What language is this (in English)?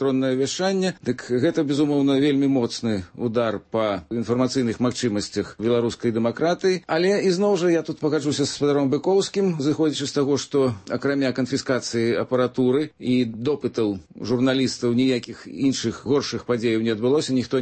Belarusian